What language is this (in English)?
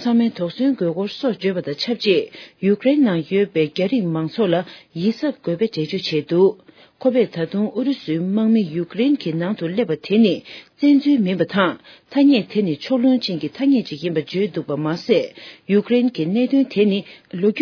Tibetan